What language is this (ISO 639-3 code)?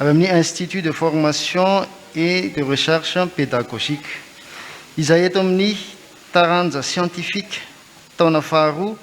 mlg